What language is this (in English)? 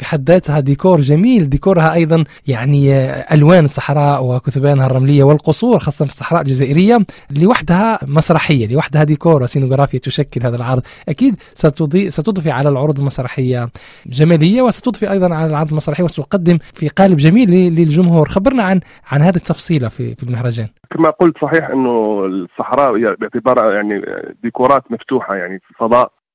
Arabic